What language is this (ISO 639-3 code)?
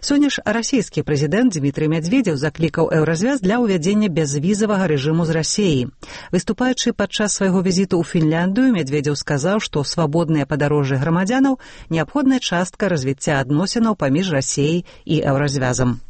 bel